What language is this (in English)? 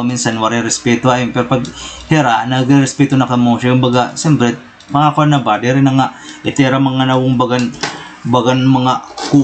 Waray